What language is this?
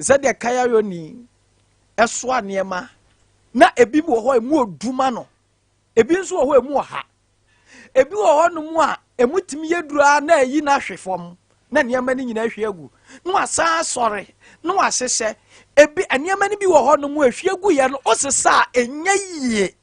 Akan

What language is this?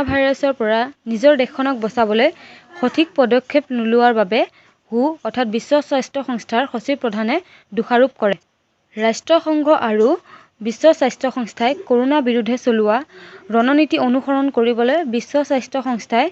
Assamese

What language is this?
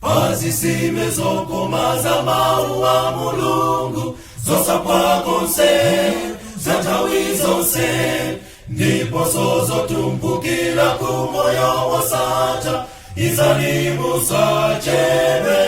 Nyanja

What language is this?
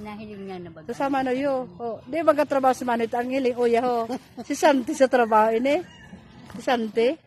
Bikol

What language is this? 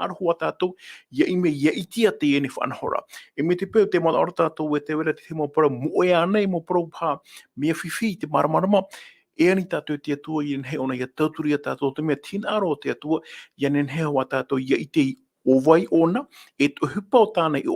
Tahitian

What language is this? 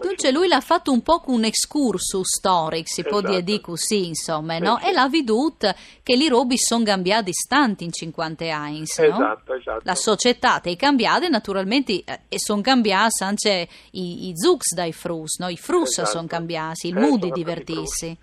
Friulian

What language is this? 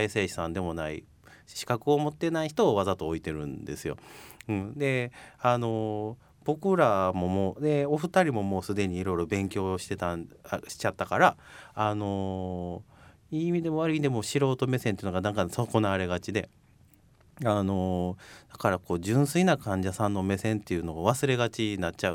Japanese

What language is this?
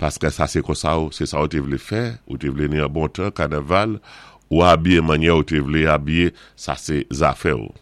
Saint Lucian Creole French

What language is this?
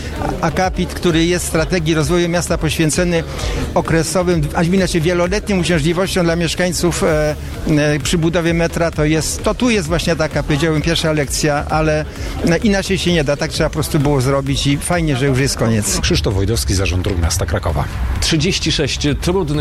Polish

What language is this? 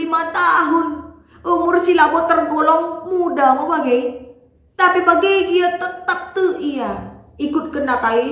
Batak Karo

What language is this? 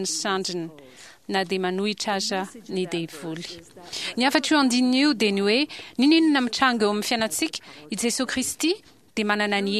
Malagasy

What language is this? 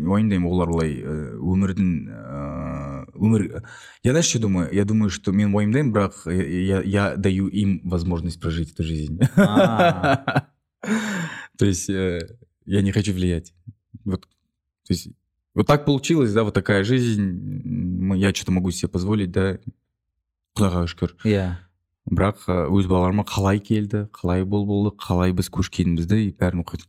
Kazakh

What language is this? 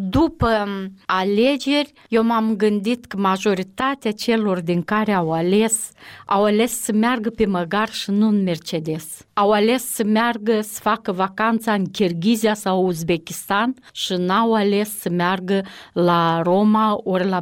Romanian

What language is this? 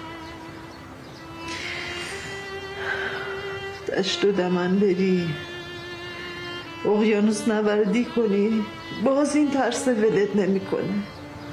Persian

